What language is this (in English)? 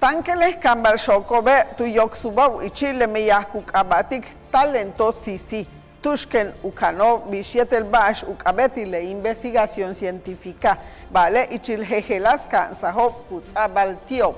Yucateco